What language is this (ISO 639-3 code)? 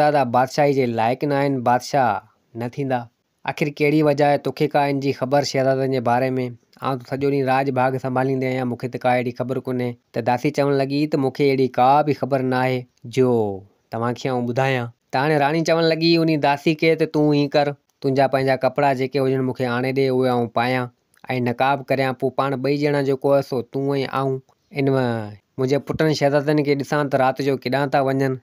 snd